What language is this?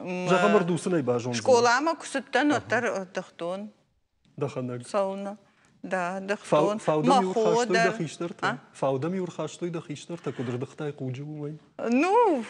Ossetic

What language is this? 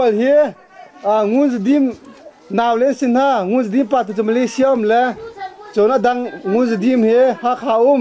Hakha Chin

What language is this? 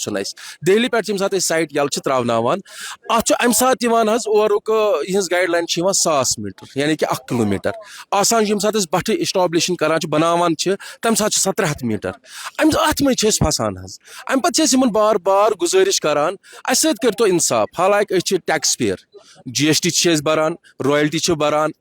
Kashmiri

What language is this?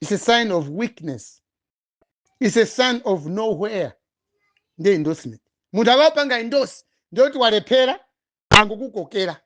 Nyanja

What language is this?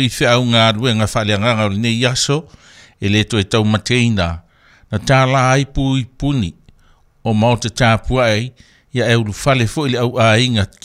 Samoan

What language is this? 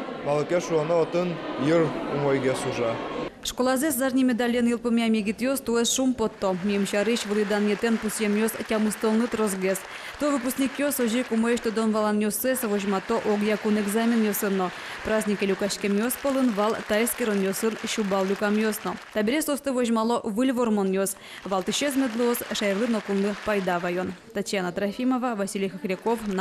Udmurt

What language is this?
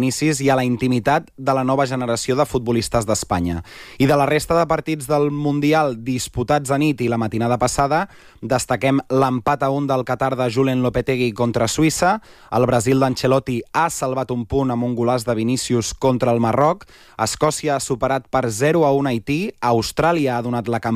Catalan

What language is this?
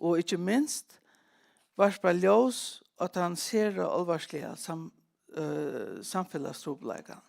Faroese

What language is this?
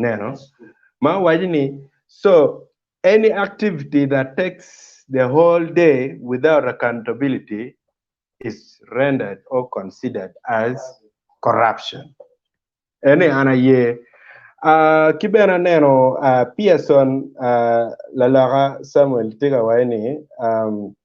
Acoli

